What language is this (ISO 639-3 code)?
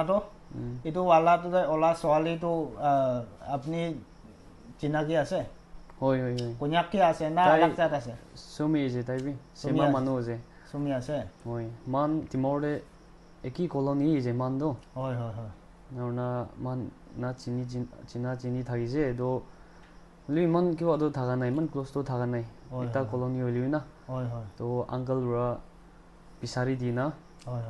nag